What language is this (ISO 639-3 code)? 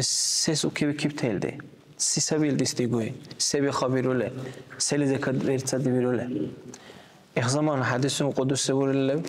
dar